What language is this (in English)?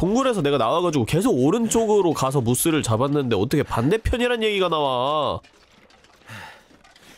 Korean